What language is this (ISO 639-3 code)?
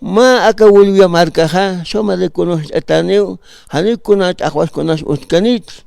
aym